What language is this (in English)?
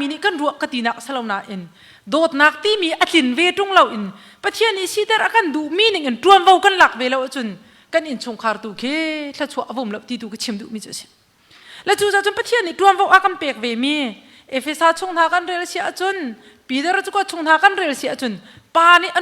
Hakha Chin